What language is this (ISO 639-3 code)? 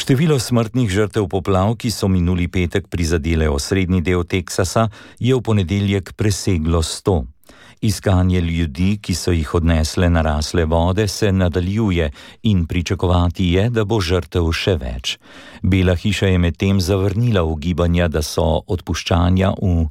slv